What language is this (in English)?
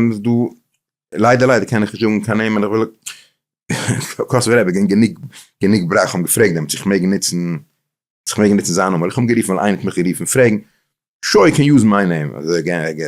Yiddish